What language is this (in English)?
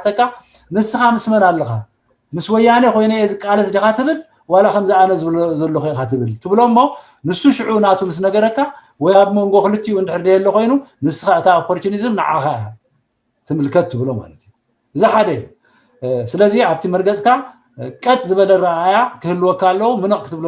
Tigrinya